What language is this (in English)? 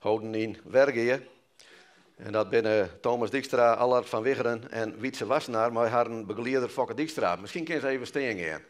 Western Frisian